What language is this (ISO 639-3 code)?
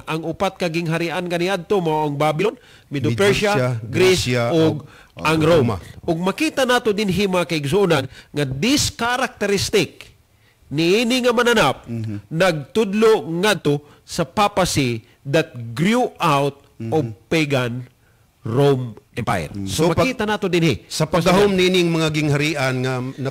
ceb